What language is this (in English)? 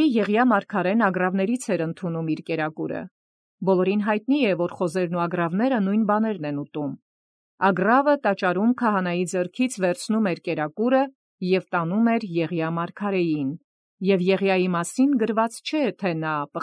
Armenian